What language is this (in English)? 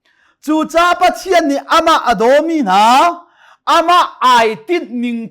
Hakha Chin